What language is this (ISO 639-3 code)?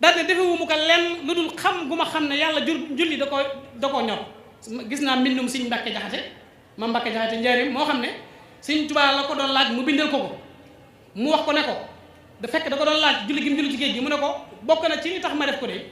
wol